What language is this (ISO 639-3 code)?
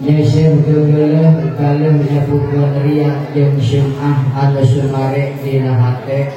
sun